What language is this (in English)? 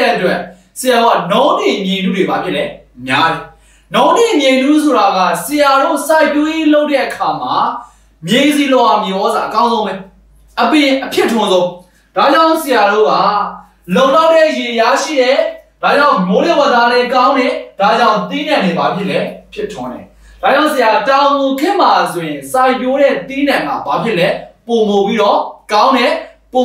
Burmese